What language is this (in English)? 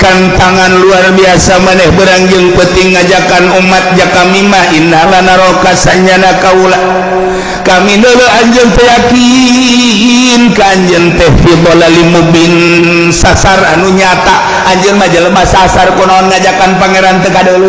Sundanese